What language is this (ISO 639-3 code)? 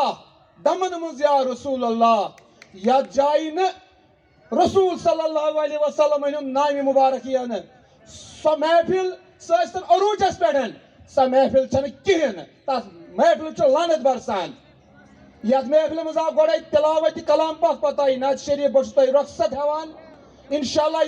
kas